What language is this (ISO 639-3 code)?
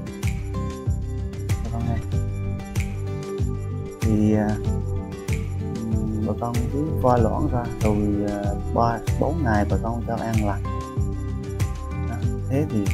vie